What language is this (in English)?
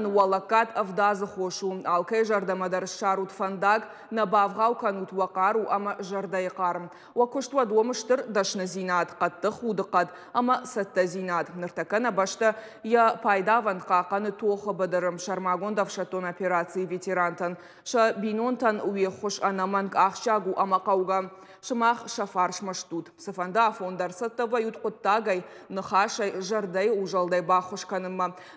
Ossetic